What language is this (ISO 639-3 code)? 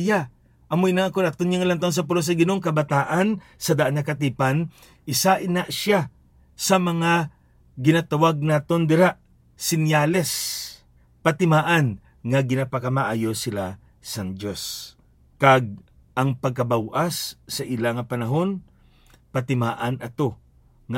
hil